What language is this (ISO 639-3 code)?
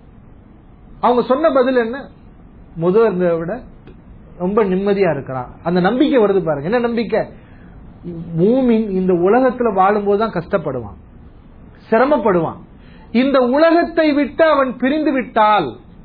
tam